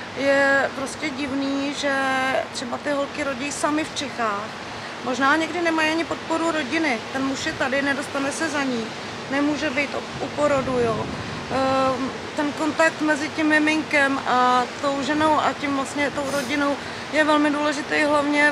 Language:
Czech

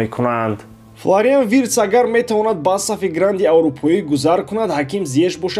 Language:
Tajik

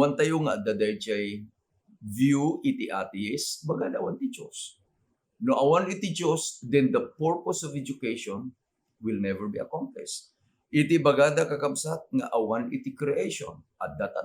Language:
Iloko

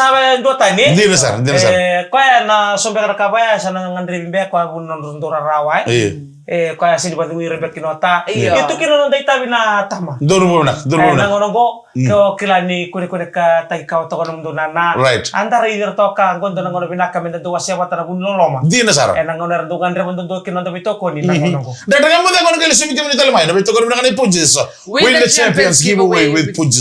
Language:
Fijian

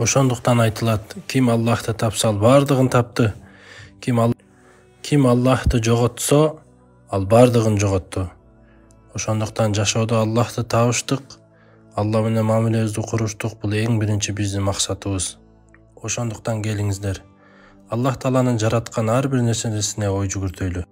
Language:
Kyrgyz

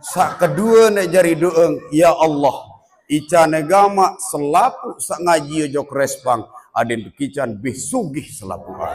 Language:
Sasak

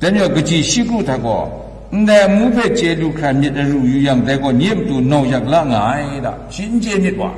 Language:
Kachin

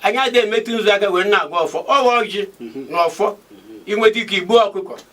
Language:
Igbo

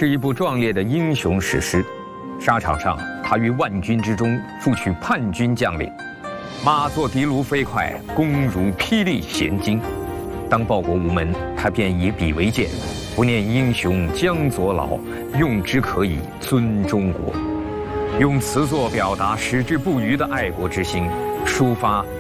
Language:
Chinese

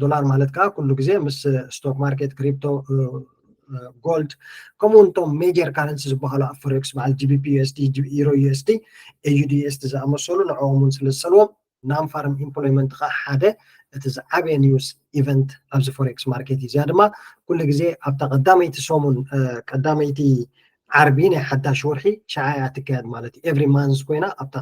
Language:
Tigrinya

